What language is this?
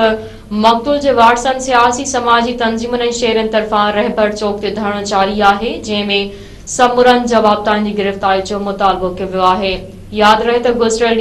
Sindhi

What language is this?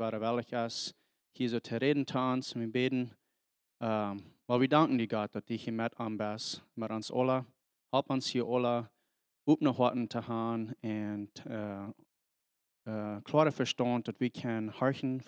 Plautdietsch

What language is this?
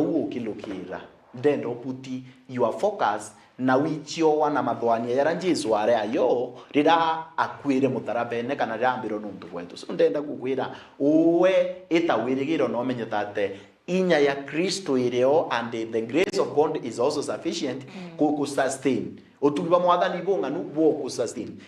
Meru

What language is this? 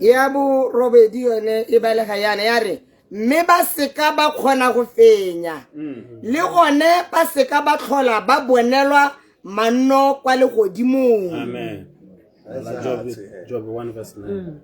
Tswana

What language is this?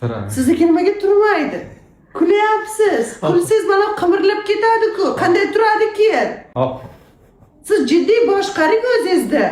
Uzbek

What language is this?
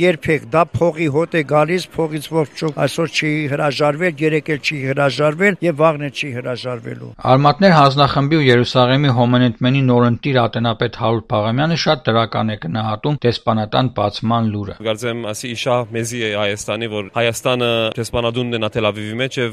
Armenian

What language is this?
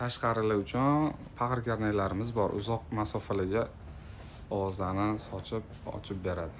Uzbek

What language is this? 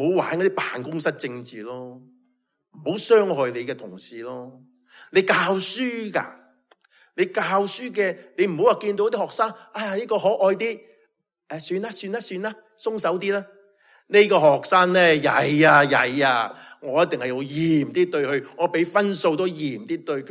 Cantonese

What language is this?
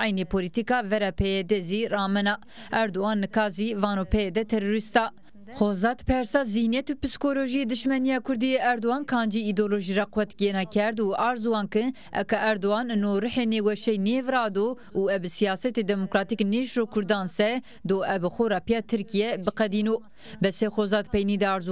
Zaza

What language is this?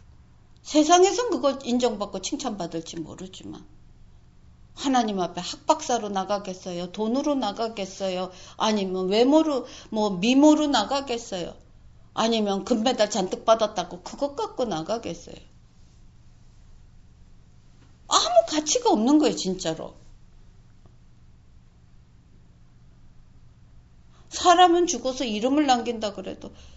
Korean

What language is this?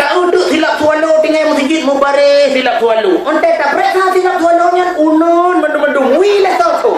Achinese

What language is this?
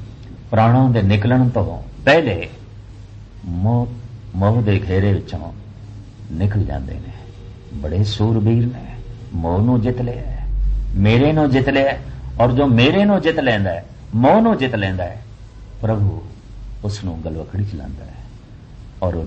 Punjabi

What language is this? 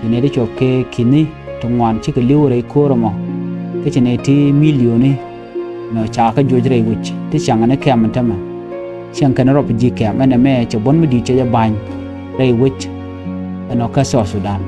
Nuer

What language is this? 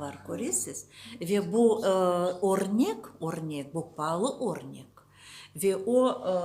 Crimean Tatar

